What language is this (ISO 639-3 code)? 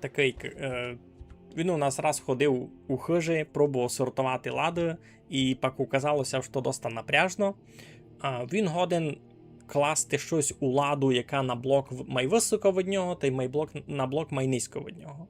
rue